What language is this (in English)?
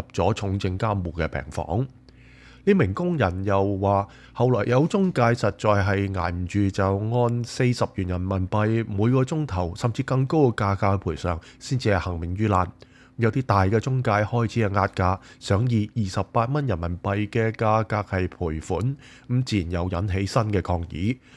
Cantonese